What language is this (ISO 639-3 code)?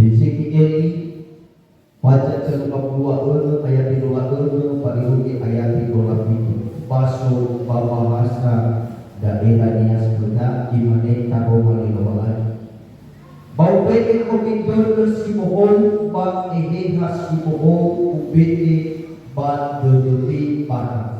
nia